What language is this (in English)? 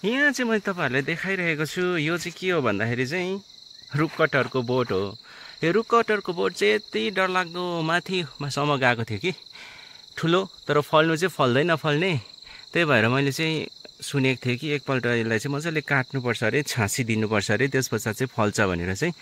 Nepali